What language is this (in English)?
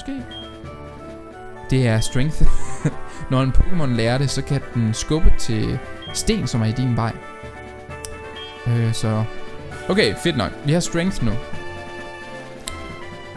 Danish